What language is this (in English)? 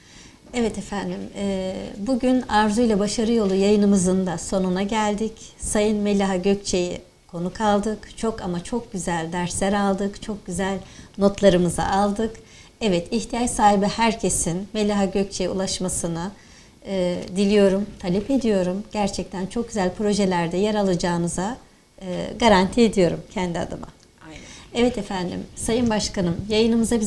Turkish